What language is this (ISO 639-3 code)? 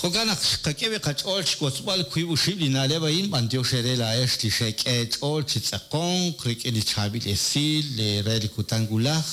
kek